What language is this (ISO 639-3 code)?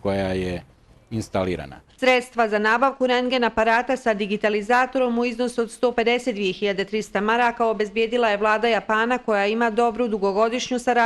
bos